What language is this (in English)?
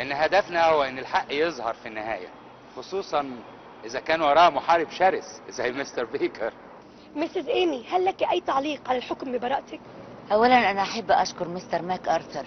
Egyptian Arabic